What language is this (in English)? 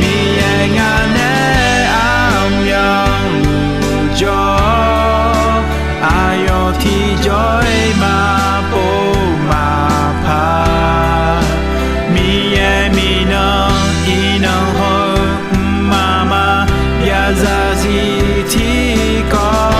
Akha